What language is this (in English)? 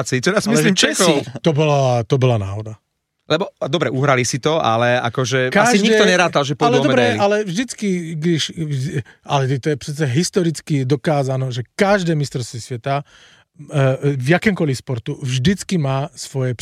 Slovak